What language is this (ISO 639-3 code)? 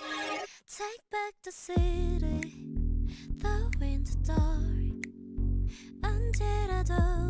kor